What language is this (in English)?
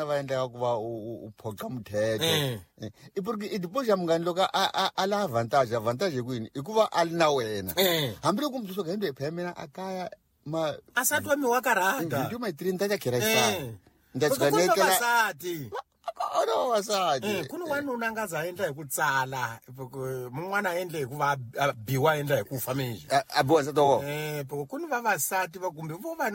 Tsonga